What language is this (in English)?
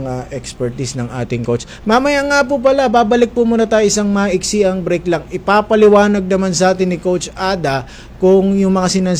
Filipino